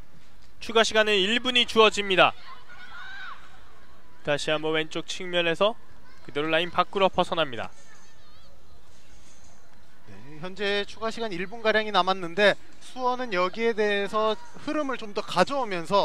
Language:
Korean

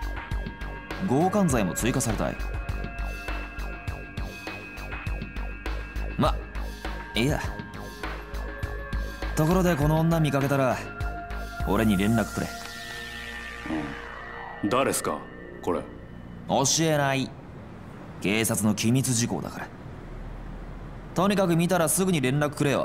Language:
Japanese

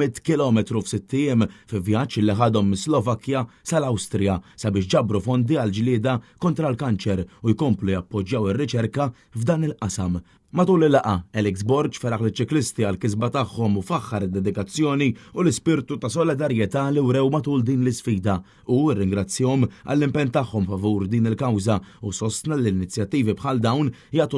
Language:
Maltese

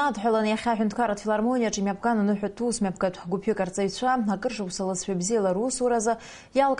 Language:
Abkhazian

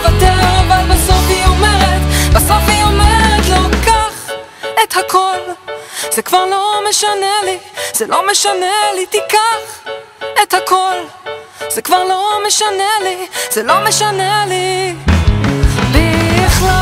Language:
Hebrew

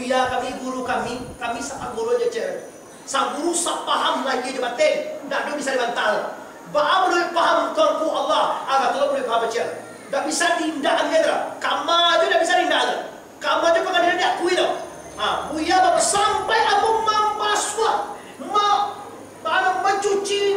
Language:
Minangkabau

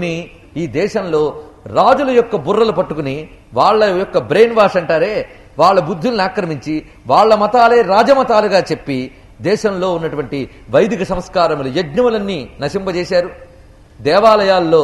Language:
Telugu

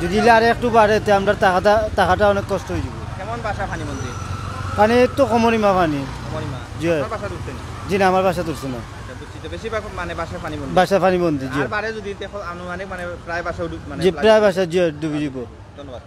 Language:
Sylheti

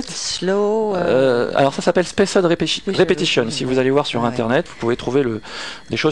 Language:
French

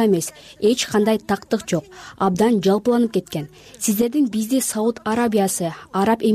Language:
Kyrgyz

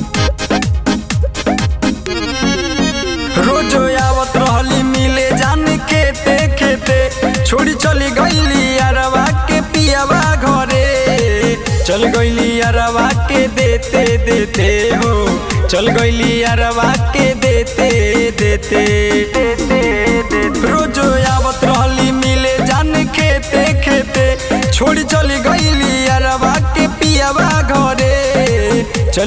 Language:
Bhojpuri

